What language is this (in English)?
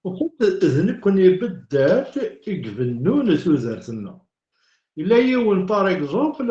Kabyle